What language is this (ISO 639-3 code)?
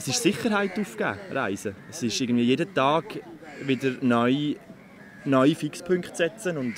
gsw